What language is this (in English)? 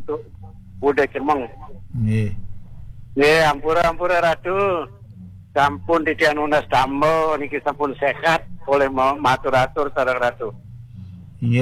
Balinese